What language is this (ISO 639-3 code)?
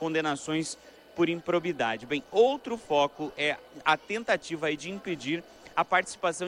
por